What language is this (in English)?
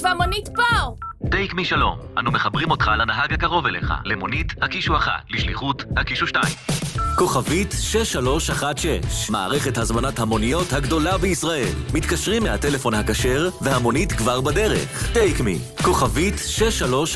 Hebrew